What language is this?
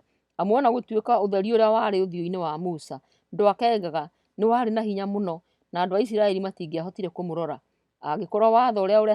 Kikuyu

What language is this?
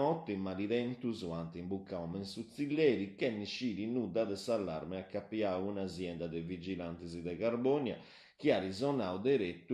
Sardinian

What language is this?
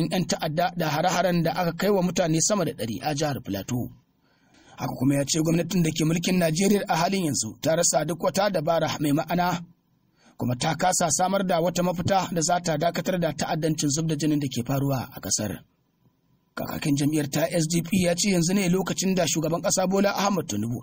Hausa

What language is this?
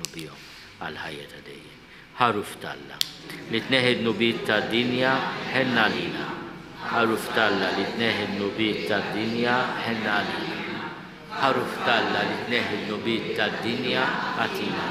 Maltese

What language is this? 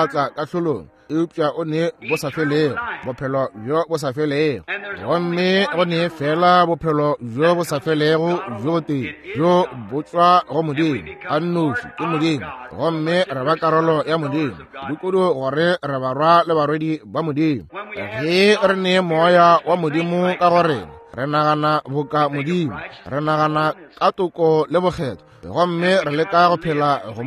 Northern Sotho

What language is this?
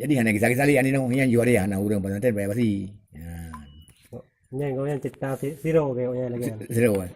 Achinese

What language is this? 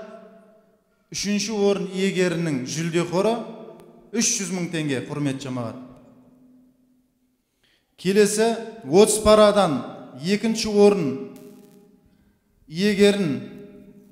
Kazakh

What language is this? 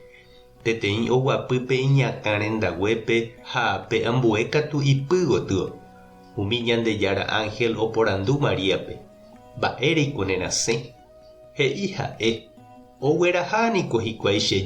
Guarani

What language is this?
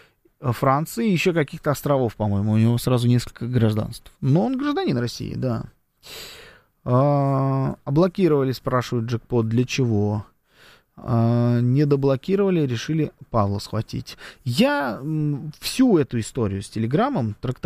Russian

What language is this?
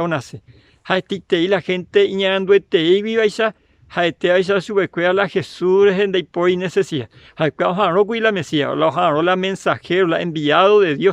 Guarani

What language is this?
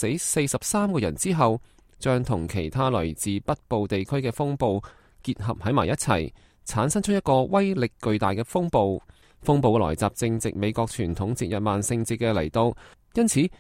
Cantonese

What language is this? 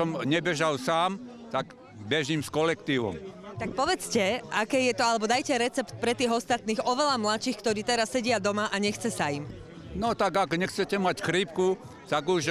Slovak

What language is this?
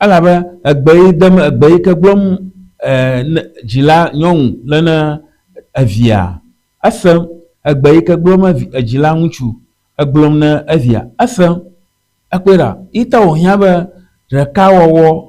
Ewe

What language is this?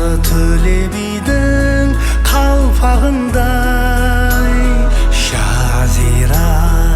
Kara-Kalpak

